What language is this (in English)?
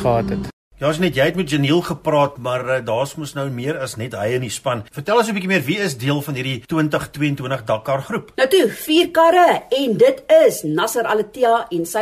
Afrikaans